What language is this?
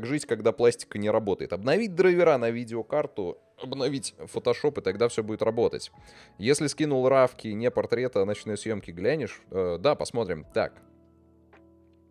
Russian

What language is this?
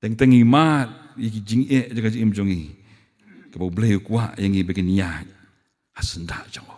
Khasi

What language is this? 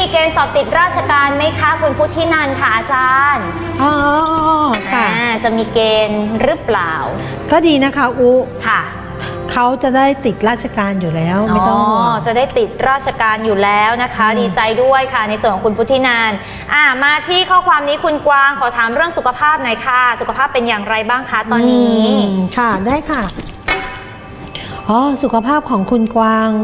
Thai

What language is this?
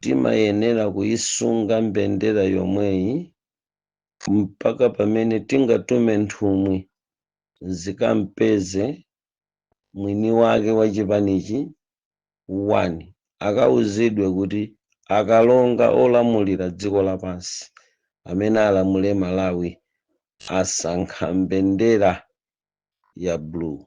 Nyanja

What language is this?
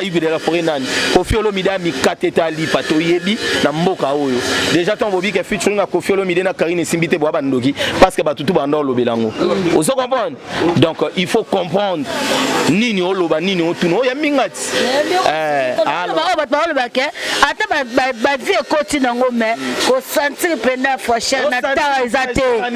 Lingala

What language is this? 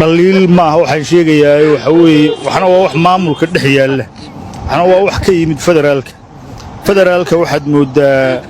Somali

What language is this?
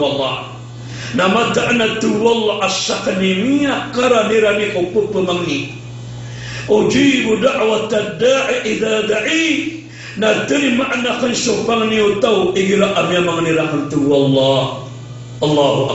Maranao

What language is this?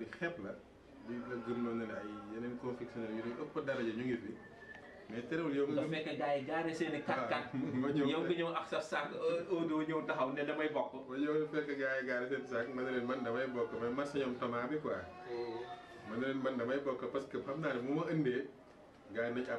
Wolof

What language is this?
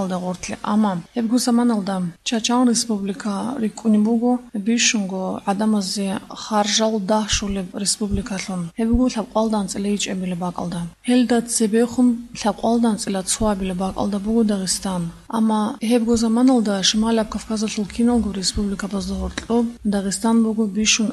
Avaric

